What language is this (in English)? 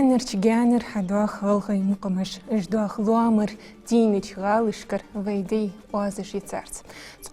Ingush